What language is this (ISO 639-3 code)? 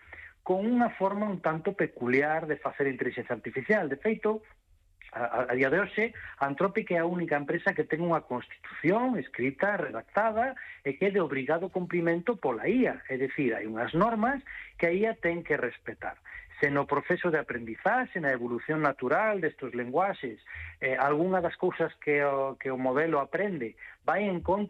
glg